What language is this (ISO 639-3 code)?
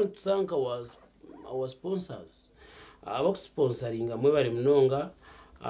nyn